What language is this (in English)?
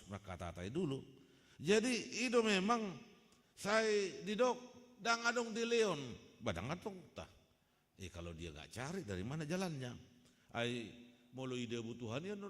Batak Toba